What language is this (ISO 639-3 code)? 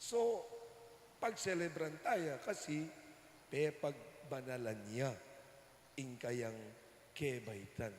pam